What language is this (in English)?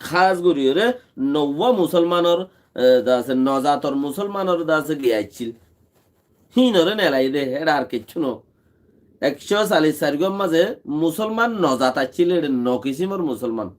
Rohingya